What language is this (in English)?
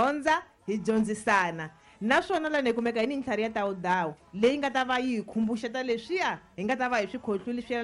Tsonga